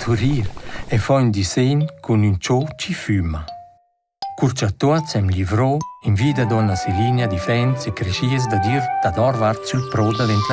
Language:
Romansh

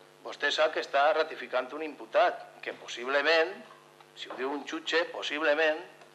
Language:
Catalan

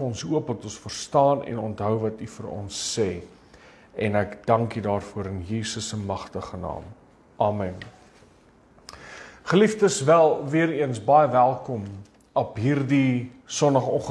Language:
Afrikaans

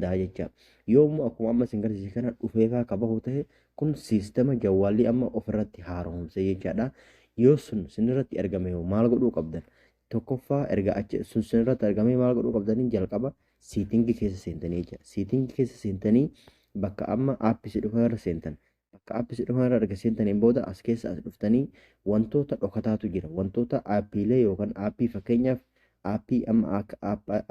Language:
Oromo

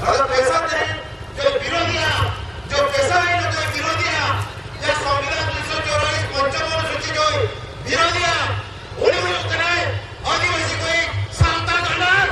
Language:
Santali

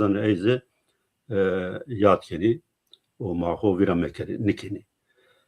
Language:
Zaza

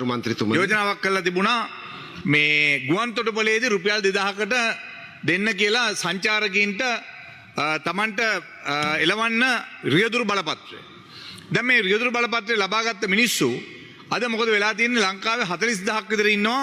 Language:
Sinhala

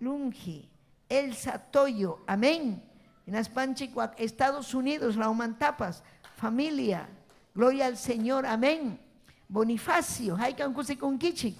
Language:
Ayacucho Quechua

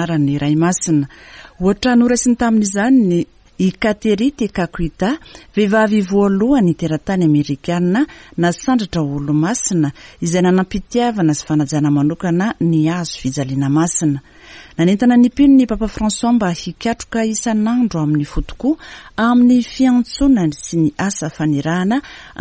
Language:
Malagasy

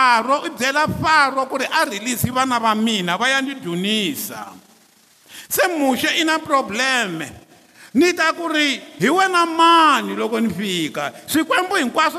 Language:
Tsonga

